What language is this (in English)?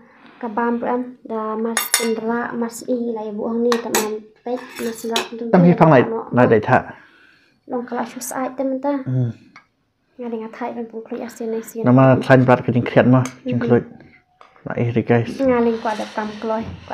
Khasi